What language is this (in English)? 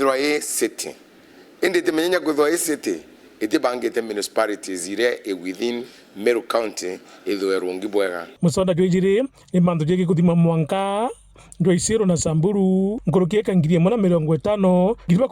Meru